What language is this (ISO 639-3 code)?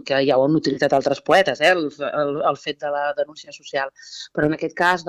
cat